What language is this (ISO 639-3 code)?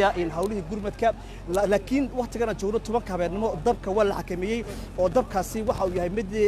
som